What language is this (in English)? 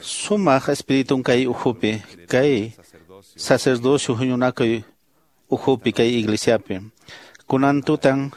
Quechua